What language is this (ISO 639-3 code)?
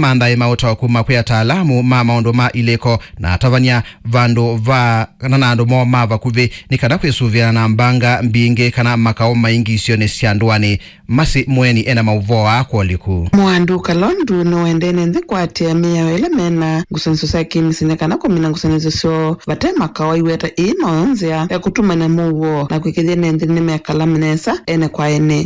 kam